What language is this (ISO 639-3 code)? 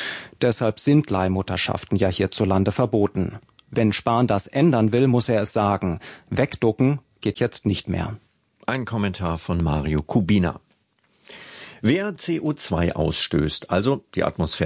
deu